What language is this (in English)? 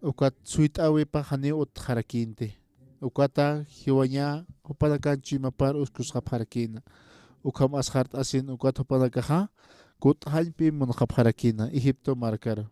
Aymara